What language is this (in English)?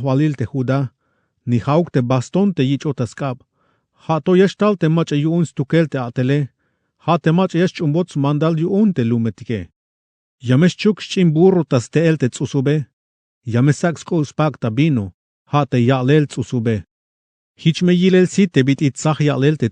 Tzeltal